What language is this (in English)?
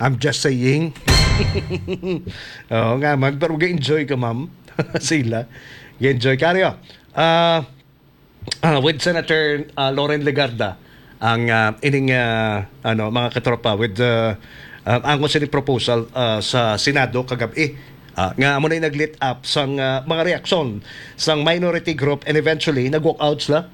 Hiligaynon